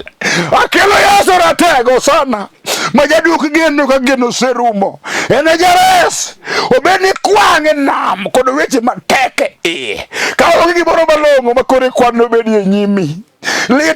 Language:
Luo (Kenya and Tanzania)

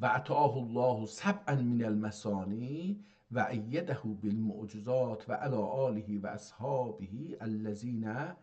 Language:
South Azerbaijani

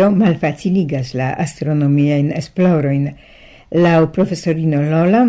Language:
Esperanto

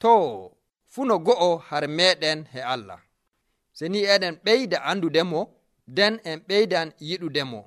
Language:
Nigerian Fulfulde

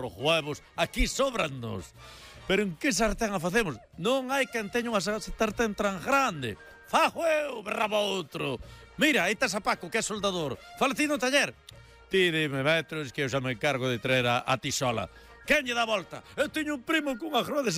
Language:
Galician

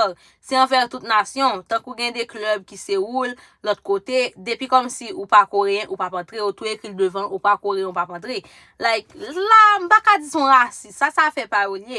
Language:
Haitian Creole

